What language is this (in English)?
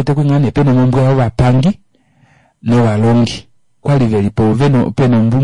Kuanyama